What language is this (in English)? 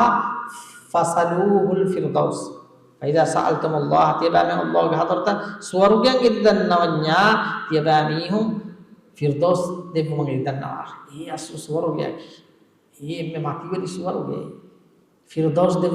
Divehi